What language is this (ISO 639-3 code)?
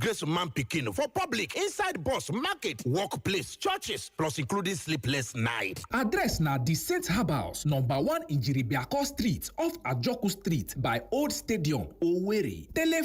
ibo